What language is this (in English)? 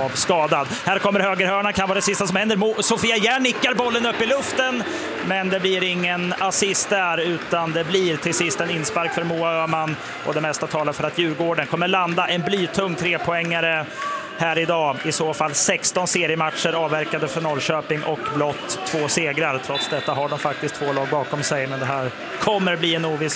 Swedish